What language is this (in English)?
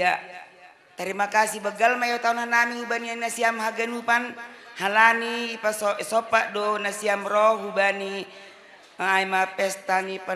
Batak Karo